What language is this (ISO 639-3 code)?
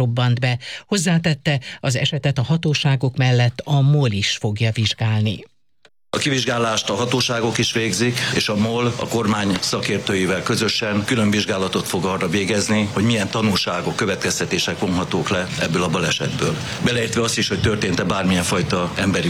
hun